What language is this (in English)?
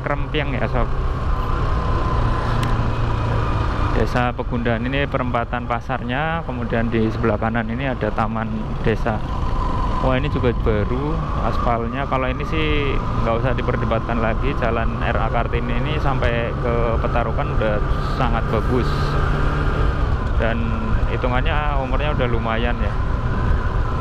Indonesian